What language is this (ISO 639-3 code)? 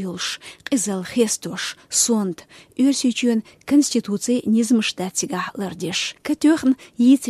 che